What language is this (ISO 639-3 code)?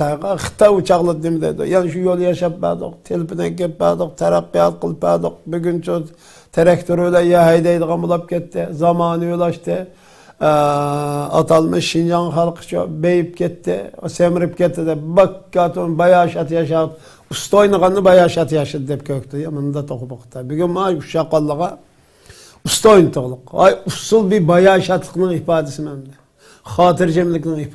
uig